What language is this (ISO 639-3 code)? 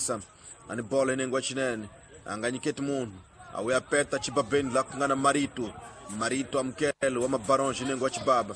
tso